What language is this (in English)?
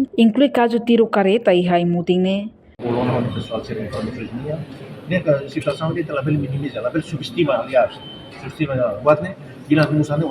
Tetum